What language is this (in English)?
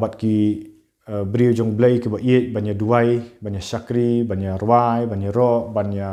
Khasi